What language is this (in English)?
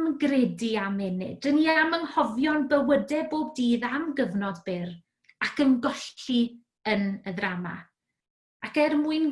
Welsh